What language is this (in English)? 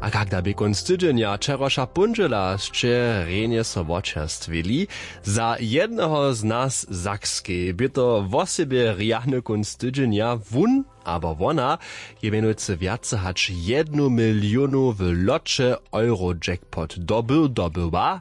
Upper Sorbian